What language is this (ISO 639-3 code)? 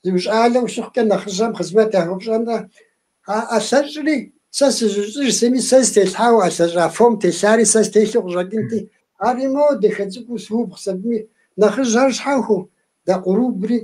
kbd